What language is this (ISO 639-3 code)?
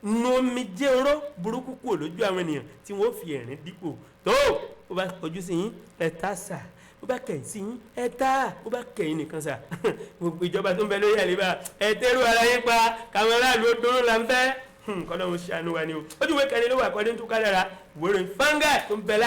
yor